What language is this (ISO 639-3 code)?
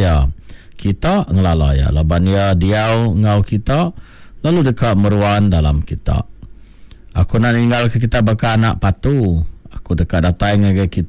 iba